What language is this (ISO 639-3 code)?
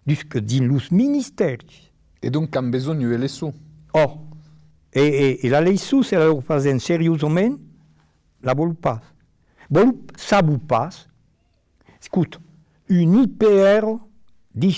oci